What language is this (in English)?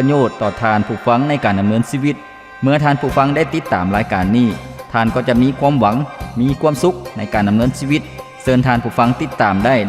Lao